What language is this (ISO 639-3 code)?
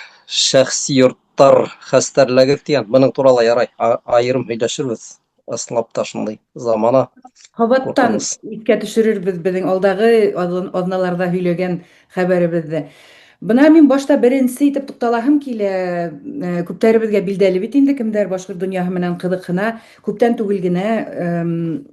bak